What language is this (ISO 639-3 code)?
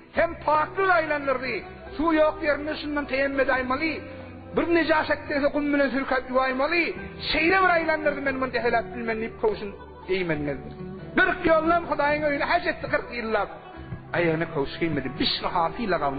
tuk